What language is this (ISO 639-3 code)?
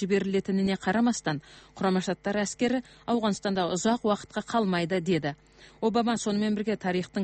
kir